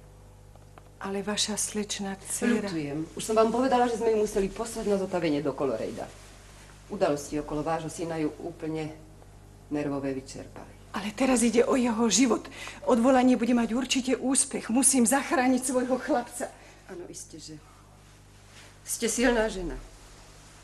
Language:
Slovak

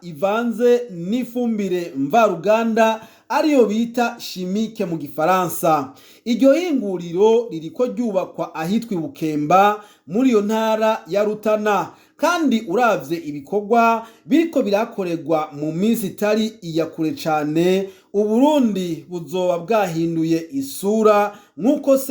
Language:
Rundi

